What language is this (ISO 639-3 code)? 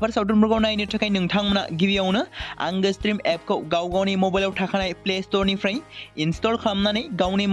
brx